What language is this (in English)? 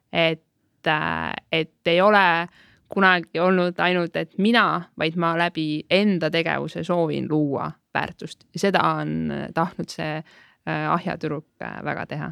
Estonian